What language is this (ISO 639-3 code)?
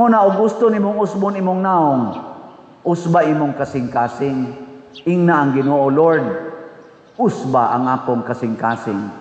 ceb